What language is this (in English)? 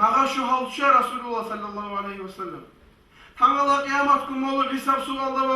Kumyk